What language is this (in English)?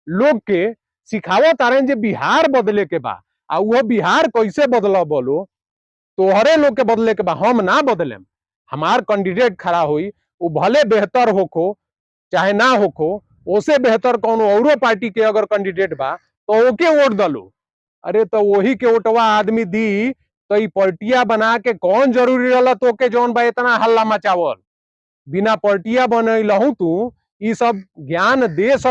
Bhojpuri